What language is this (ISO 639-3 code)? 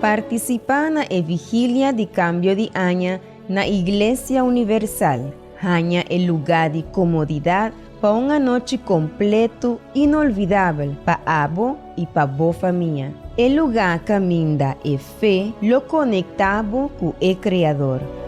pap